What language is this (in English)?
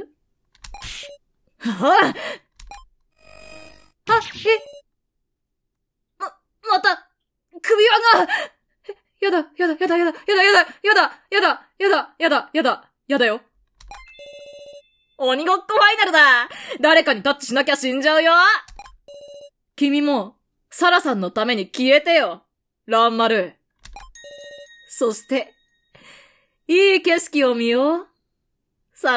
Japanese